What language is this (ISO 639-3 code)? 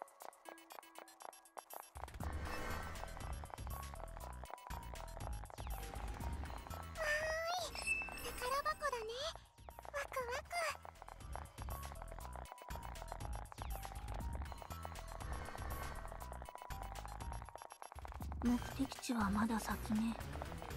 jpn